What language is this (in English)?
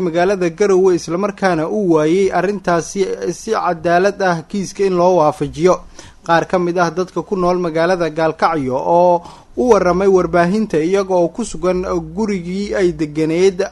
Somali